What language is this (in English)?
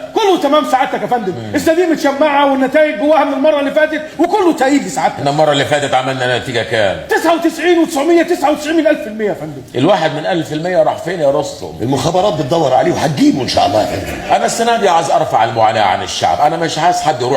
Egyptian Arabic